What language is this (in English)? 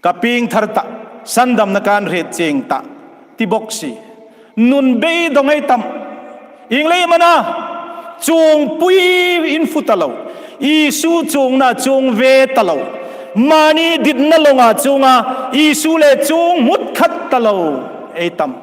Hmar